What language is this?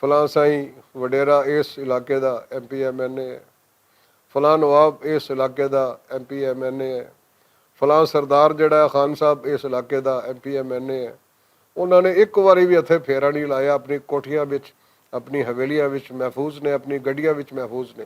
Western Panjabi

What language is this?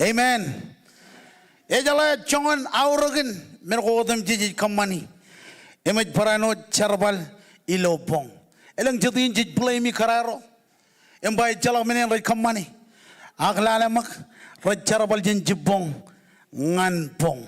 Marshallese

